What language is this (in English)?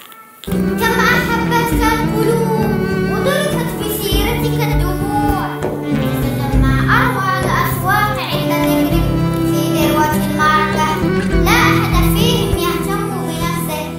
Arabic